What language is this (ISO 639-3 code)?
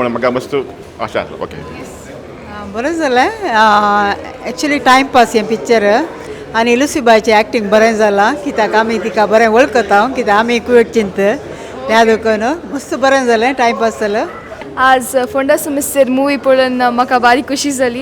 kok